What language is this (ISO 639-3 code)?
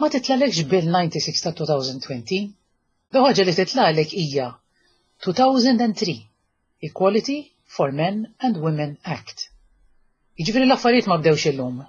mlt